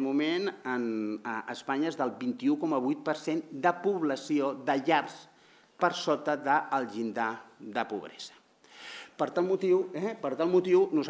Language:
Catalan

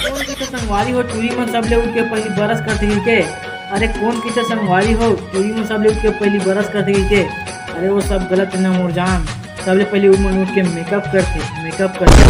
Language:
Chhattisgarhi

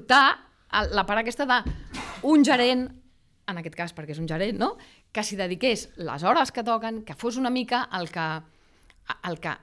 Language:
Catalan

